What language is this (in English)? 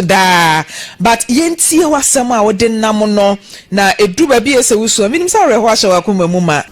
Akan